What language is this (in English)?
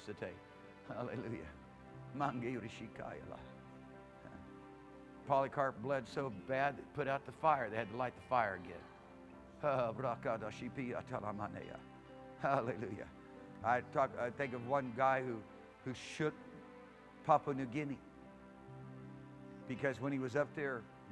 English